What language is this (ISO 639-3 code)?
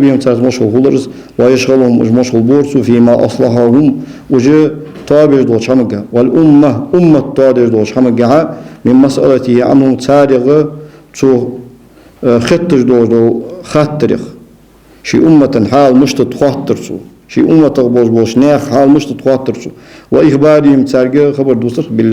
inh